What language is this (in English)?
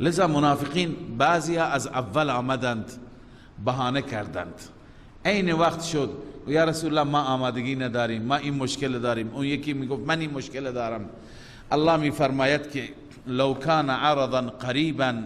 Persian